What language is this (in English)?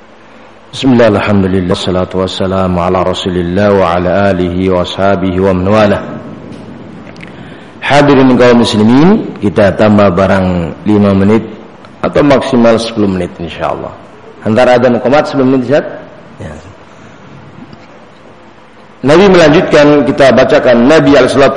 Indonesian